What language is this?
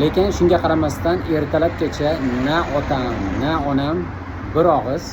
Uzbek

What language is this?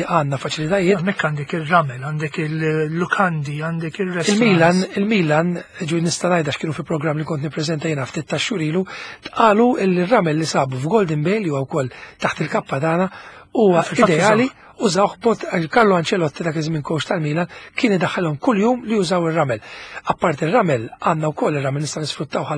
Maltese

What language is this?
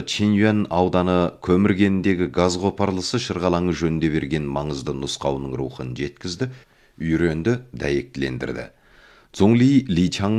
Kazakh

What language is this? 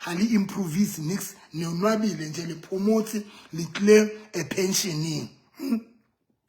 Southern Sotho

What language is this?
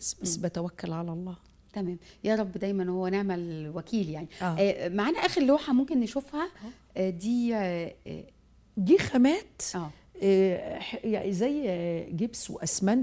Egyptian Arabic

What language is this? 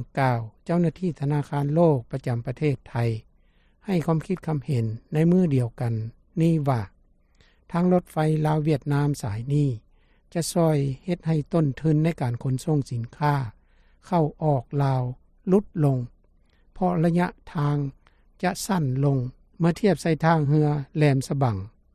Lao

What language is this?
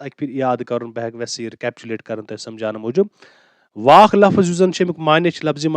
Kashmiri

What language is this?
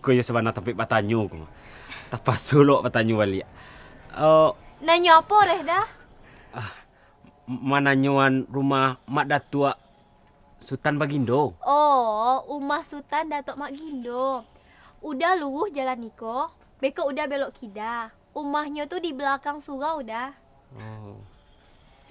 Minangkabau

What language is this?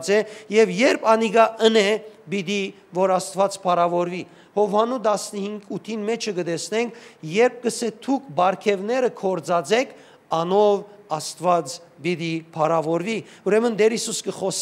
Western Armenian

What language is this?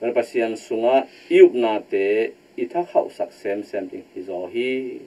Tedim Chin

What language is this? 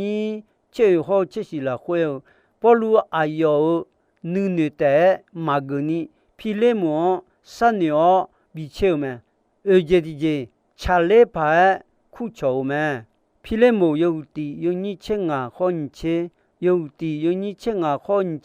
Akha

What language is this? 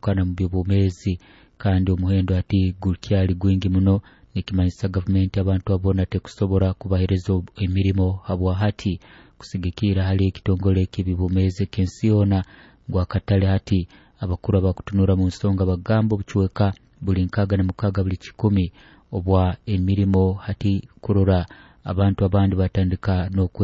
Nyoro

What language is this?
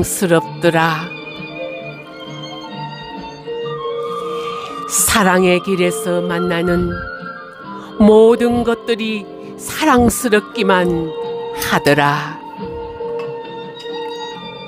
Korean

